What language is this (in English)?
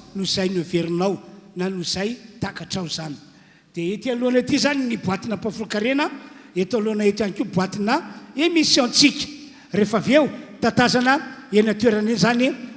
Malagasy